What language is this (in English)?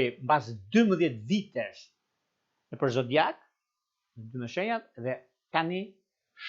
Albanian